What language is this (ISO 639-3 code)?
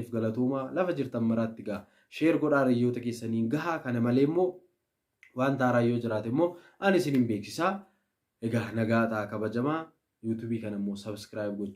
orm